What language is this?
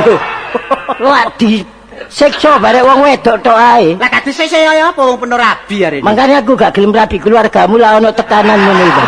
Javanese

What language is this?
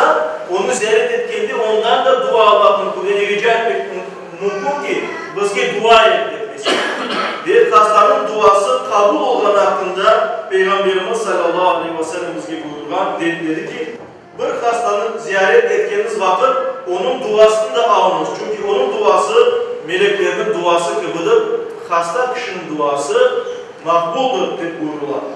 Crimean Tatar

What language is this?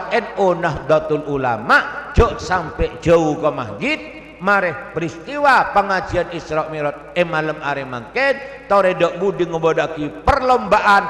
Madurese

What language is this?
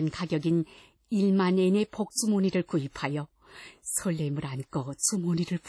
Korean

